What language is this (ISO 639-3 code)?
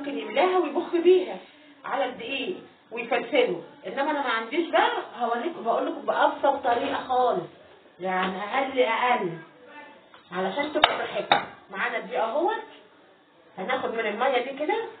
arz